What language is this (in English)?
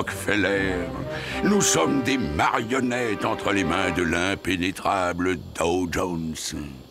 French